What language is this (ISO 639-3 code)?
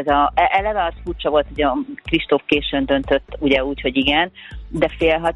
hun